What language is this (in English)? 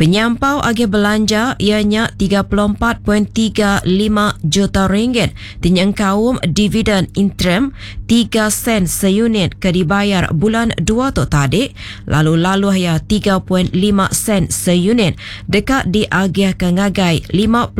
Iban